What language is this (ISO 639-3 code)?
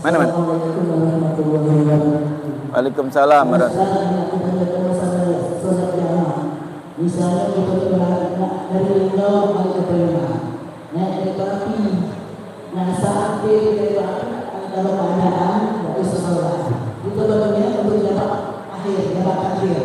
mui